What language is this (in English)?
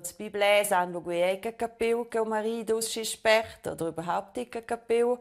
Romansh